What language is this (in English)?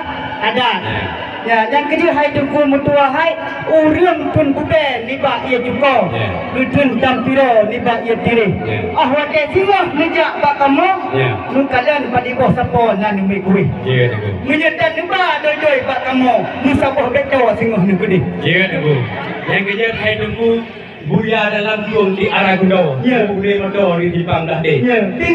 Achinese